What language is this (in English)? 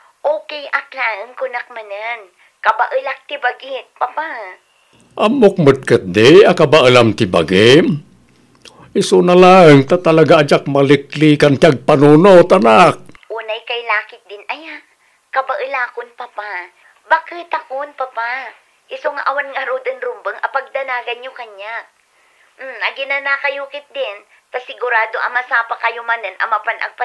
Iloko